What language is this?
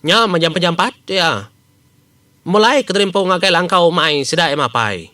Iban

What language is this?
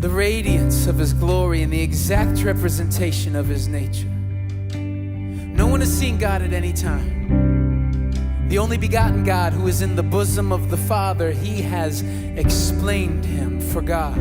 Welsh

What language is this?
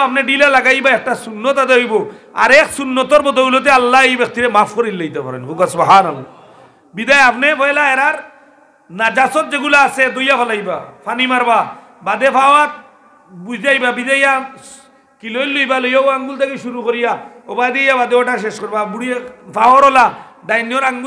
Sylheti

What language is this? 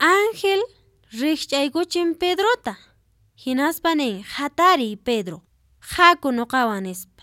Quechua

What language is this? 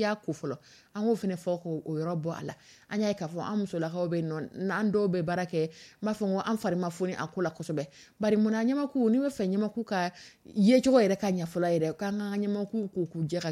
Dyula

